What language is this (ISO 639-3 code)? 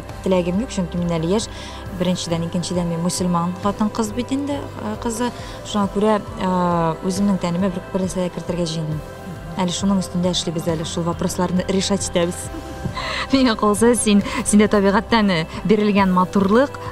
tat